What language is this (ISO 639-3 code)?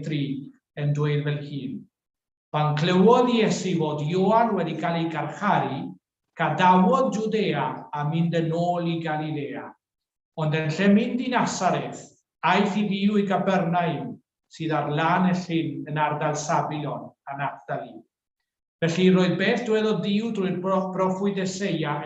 cym